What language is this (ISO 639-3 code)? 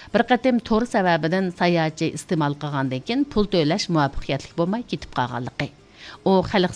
uig